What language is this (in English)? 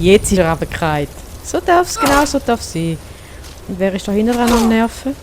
Swiss German